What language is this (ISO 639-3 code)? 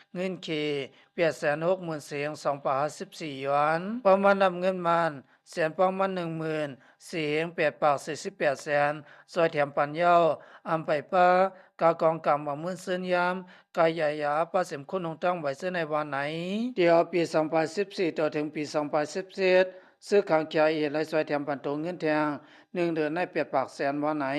shn